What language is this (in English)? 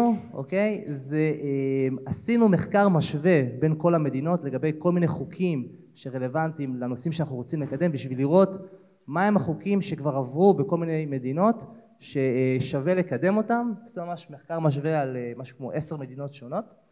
Hebrew